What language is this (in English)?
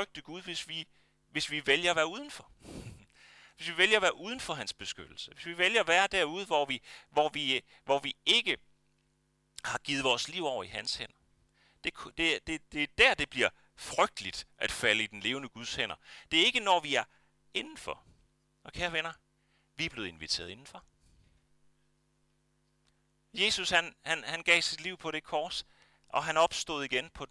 Danish